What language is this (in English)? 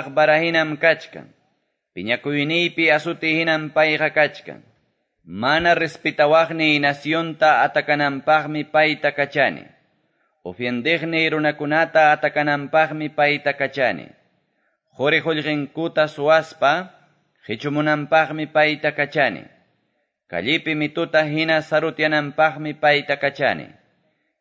Quechua